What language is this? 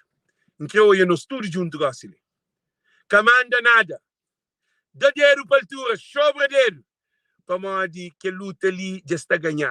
Kabuverdianu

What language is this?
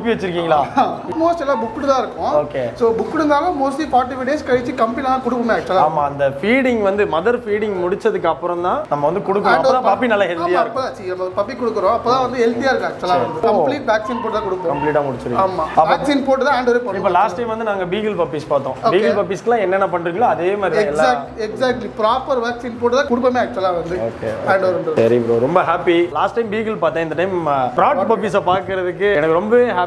Tamil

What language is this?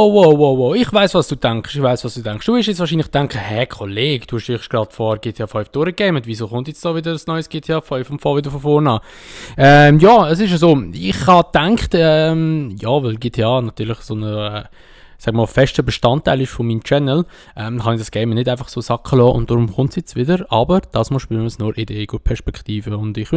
Swiss German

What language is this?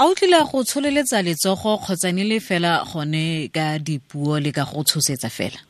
Tswana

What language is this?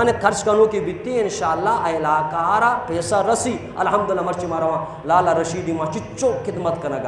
Baluchi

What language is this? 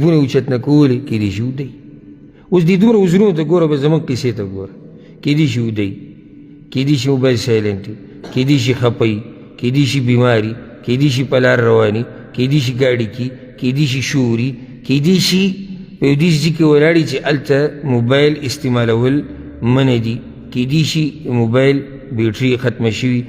Pashto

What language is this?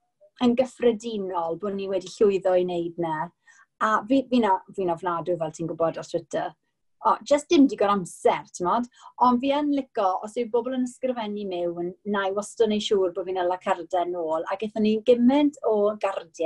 Welsh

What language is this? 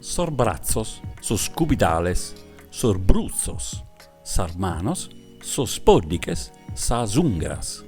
Sardinian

